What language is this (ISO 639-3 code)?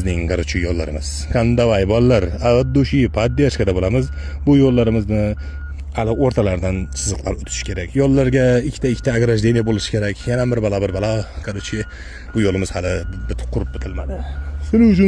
uzb